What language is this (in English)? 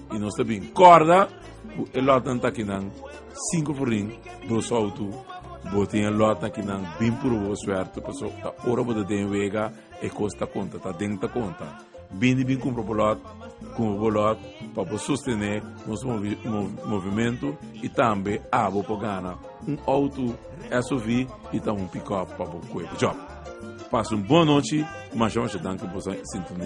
Papiamento